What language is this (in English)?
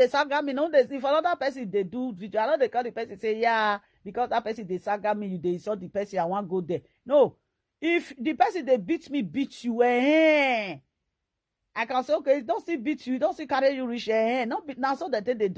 Nigerian Pidgin